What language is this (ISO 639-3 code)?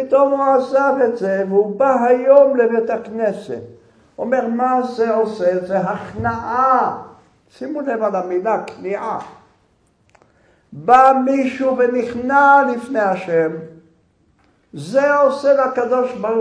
heb